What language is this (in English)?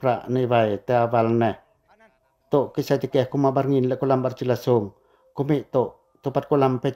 Pacoh